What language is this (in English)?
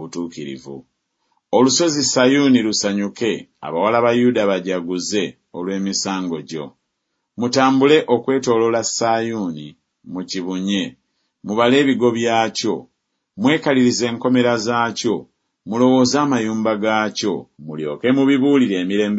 Ganda